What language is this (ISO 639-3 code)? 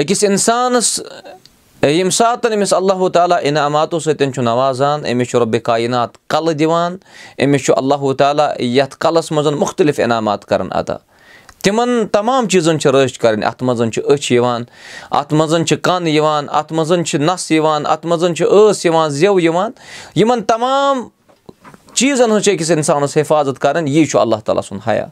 kas